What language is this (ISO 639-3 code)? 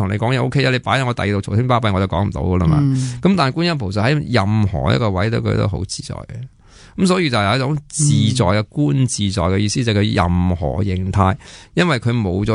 yue